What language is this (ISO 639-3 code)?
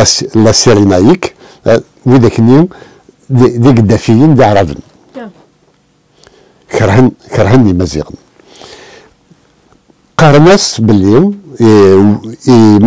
kab